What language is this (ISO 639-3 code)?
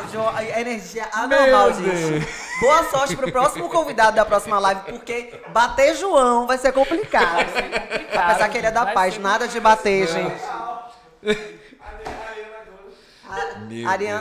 por